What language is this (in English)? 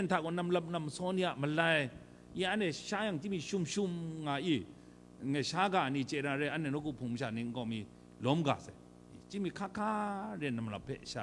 Kachin